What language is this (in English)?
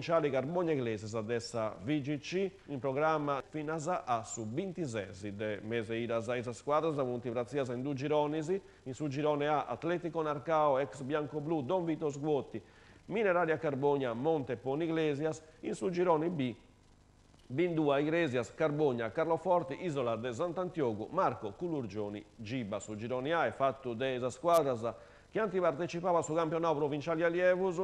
Sardinian